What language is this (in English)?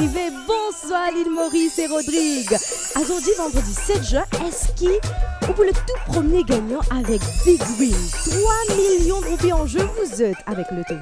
Morisyen